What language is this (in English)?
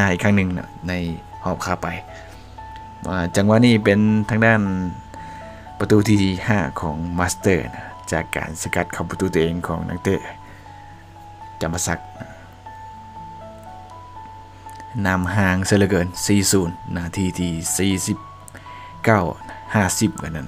Lao